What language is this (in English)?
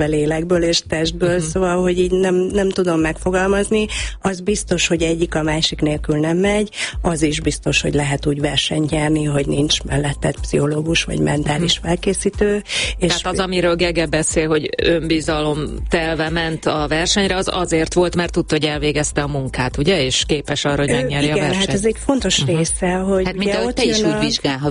Hungarian